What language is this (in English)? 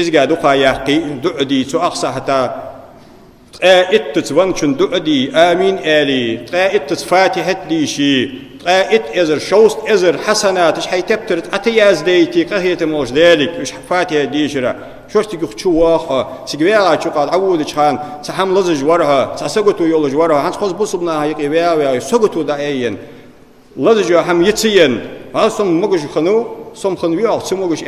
Ingush